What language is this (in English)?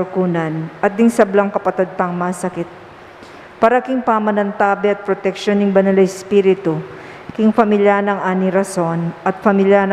Pampanga